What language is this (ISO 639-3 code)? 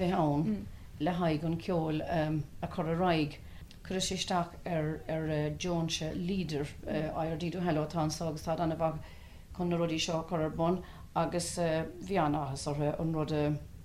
gle